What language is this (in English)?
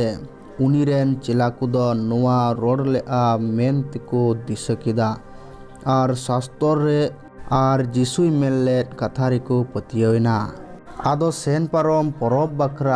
Santali